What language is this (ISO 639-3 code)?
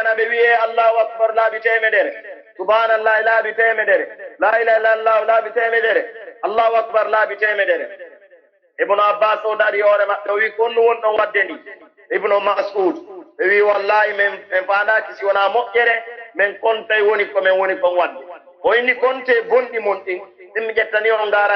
fuf